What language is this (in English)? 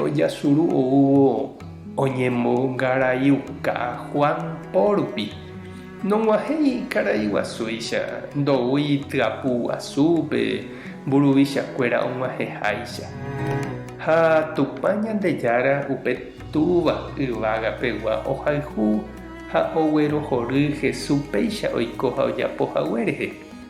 Guarani